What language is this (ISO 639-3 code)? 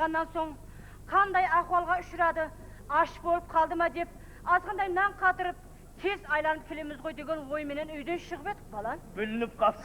kaa